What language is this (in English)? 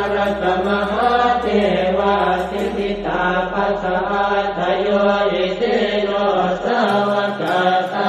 Pali